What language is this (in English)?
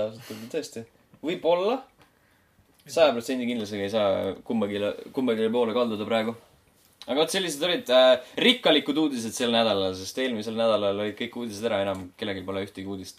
Estonian